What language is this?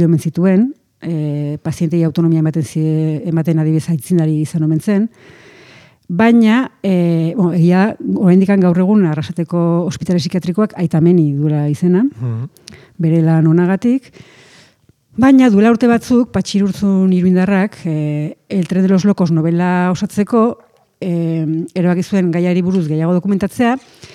Basque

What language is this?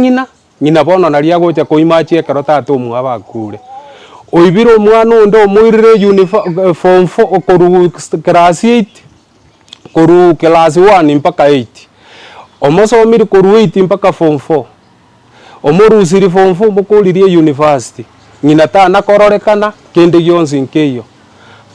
Gusii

